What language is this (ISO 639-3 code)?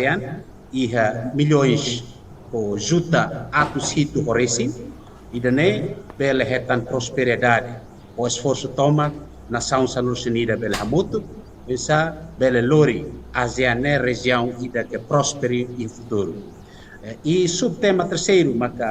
tet